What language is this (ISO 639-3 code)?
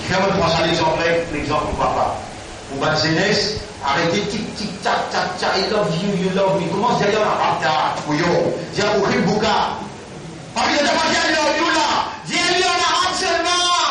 mfe